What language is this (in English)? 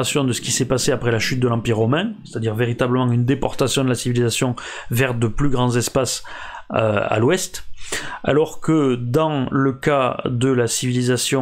French